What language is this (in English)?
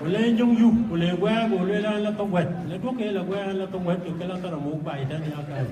Dinka